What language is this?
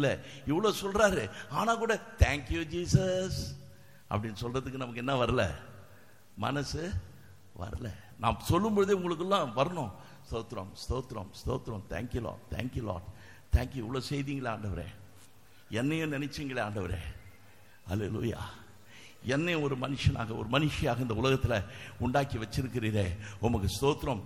Tamil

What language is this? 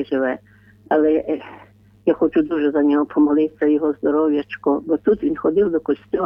Ukrainian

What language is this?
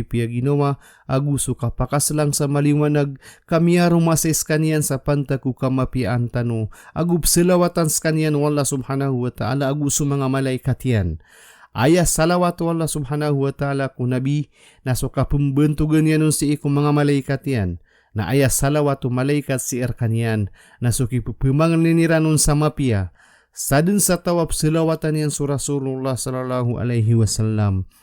Maranao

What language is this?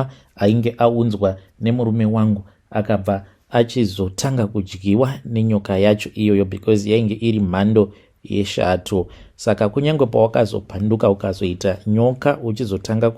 Shona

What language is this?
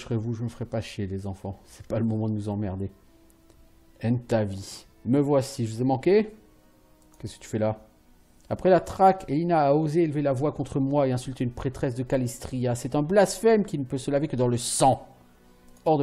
French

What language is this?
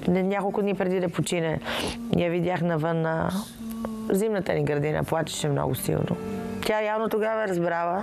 Bulgarian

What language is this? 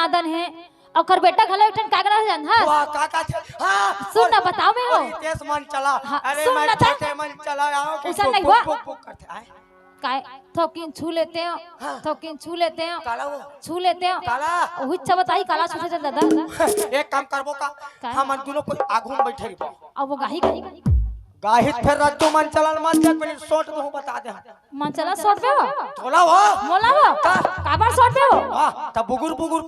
Chhattisgarhi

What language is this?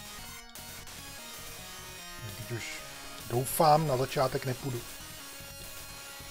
Czech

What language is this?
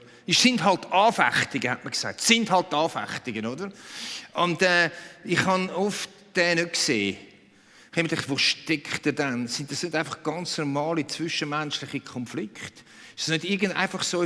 Swiss German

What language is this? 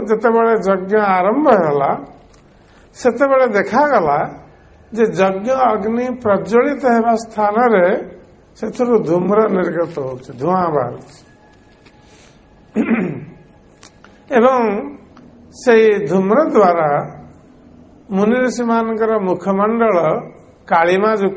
Odia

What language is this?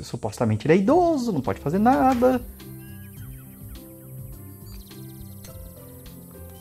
Portuguese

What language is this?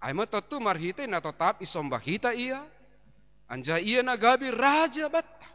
Batak Simalungun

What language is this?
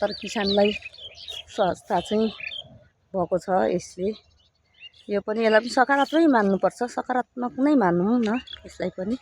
Nepali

